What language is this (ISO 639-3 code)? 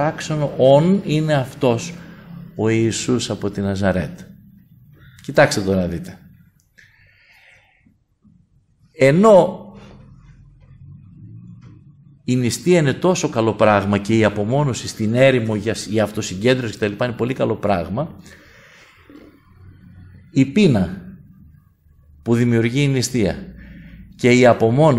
ell